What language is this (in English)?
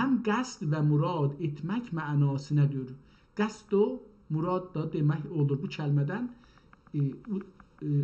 South Azerbaijani